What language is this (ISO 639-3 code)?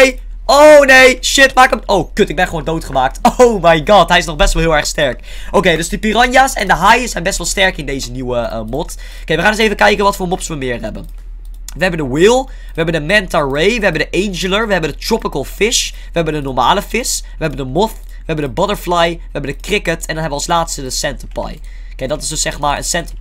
nld